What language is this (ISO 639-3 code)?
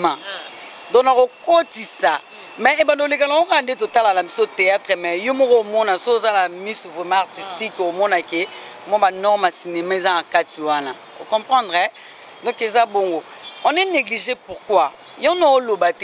lin